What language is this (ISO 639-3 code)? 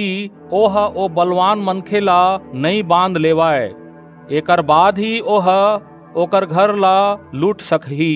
hne